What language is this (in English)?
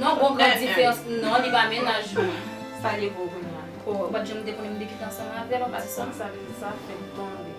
Haitian Creole